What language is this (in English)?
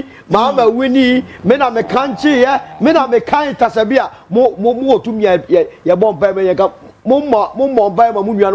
Akan